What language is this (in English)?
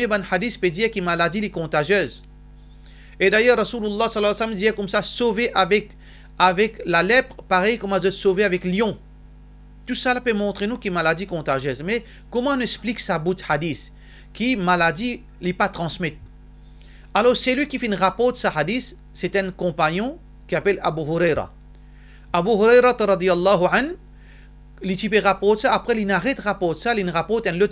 Morisyen